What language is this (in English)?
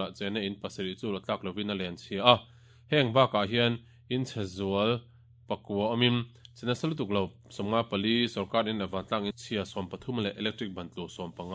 Mizo